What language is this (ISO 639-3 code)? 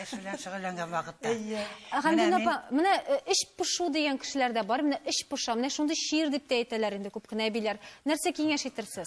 tat